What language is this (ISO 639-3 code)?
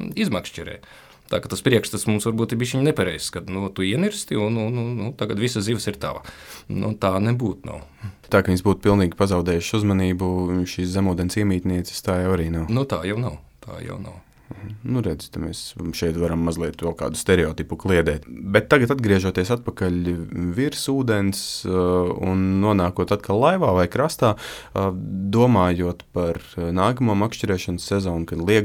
lav